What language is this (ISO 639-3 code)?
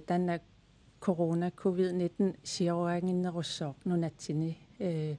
kal